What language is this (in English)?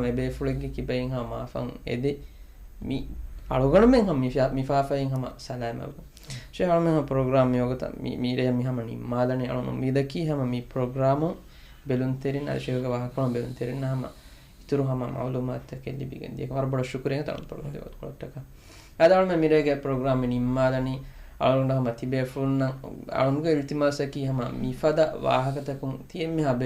Divehi